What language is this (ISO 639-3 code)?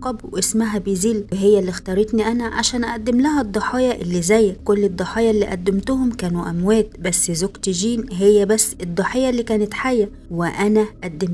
arz